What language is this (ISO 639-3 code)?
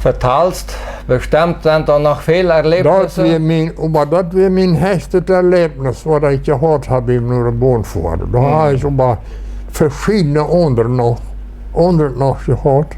pdt